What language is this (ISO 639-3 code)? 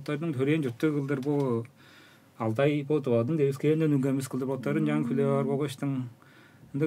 tyv